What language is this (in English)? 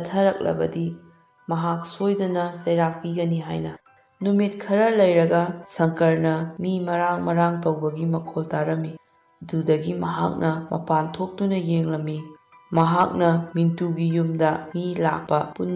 Manipuri